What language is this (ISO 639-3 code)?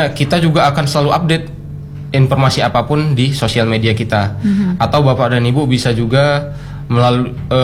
ind